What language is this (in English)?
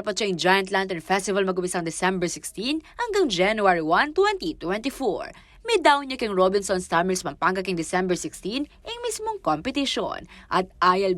Pampanga